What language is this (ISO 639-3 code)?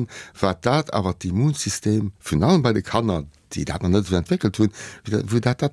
ltz